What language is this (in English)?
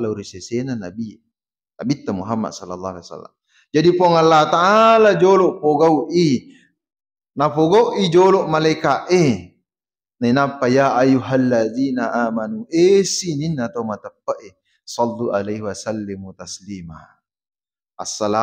Buginese